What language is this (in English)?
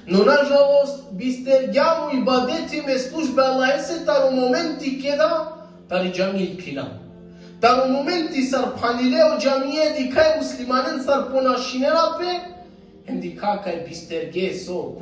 Balkan Romani